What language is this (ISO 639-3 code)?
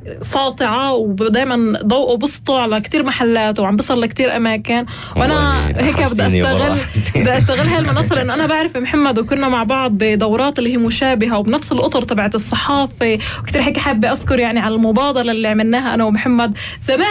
apc